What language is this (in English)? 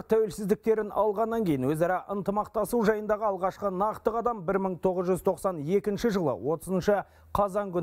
Kazakh